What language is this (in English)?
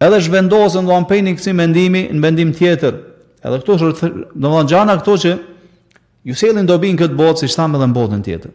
Albanian